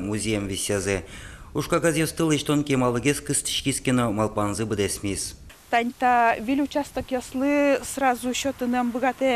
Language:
Udmurt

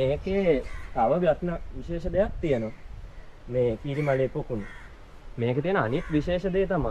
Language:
Sinhala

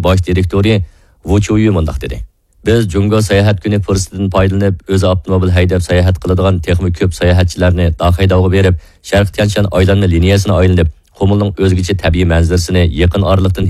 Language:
Uyghur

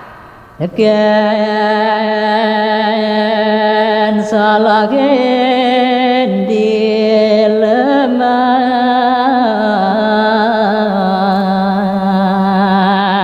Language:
Balinese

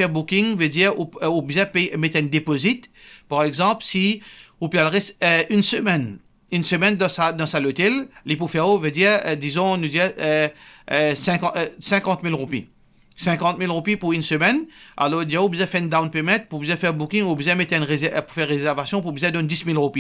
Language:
Morisyen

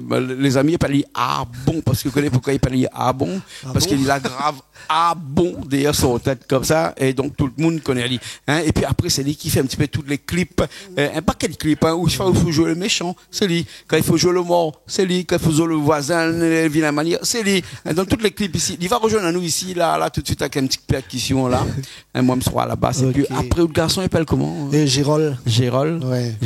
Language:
Réunion Creole French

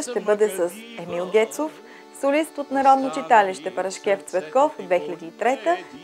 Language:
Bulgarian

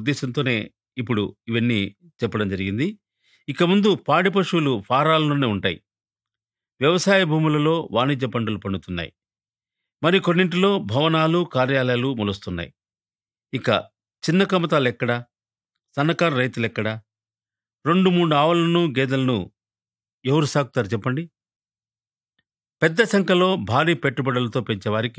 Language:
Telugu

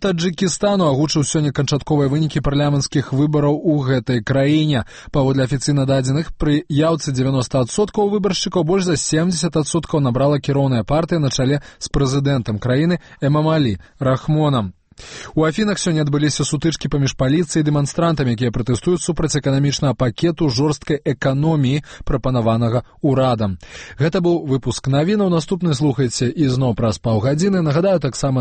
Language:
Belarusian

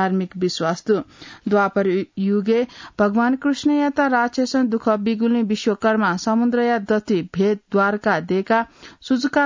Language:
Newari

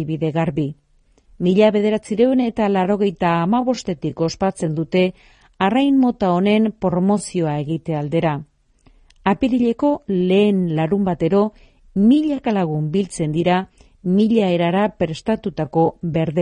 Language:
Basque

